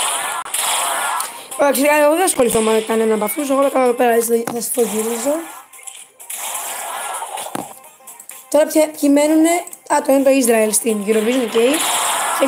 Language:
Greek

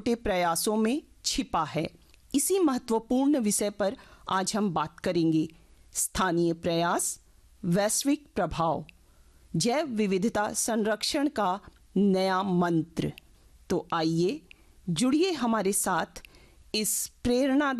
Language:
Hindi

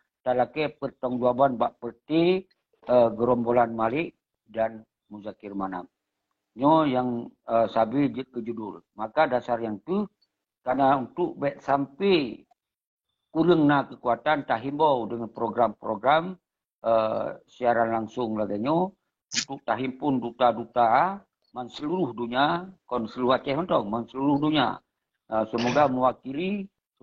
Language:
Achinese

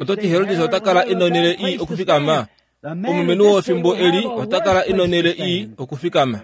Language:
Kuanyama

